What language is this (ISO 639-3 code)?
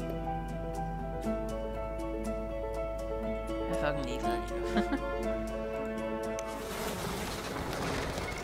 dan